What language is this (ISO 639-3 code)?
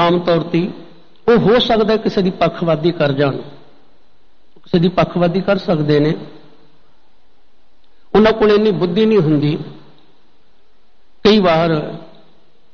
pan